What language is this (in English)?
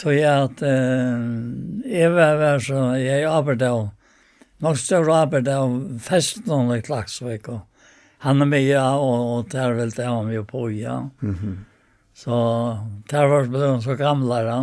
Faroese